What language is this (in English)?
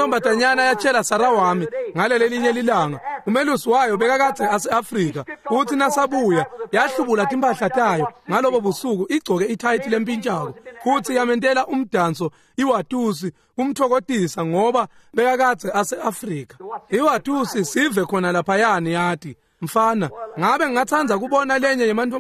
Swati